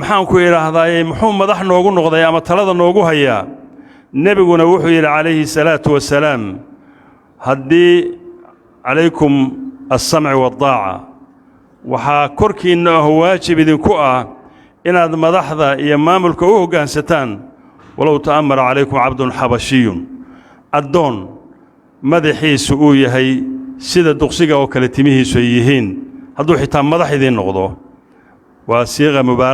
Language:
Somali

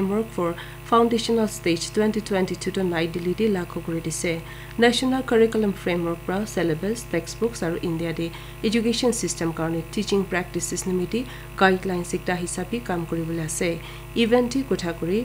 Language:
Naga Pidgin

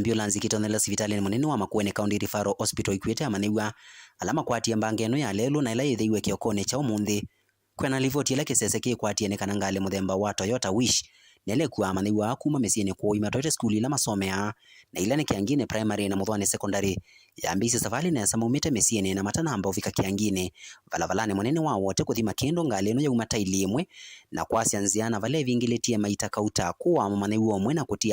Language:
Kamba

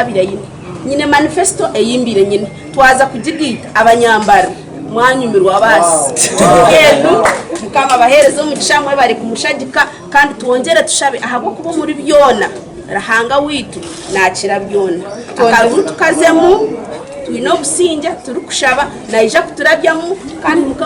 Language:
Nyankole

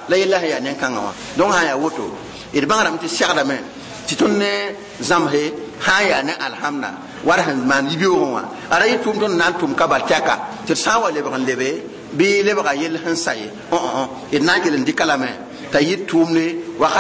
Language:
Mossi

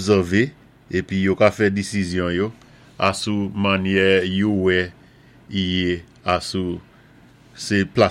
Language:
Saint Lucian Creole French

